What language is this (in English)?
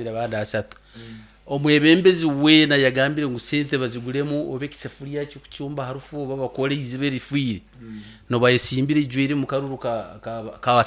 Nyankole